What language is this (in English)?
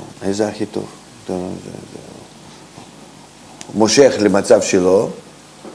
Hebrew